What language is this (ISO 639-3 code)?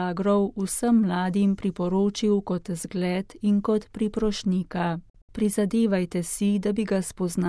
slv